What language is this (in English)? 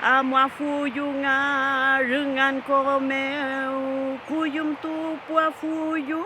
Mapuche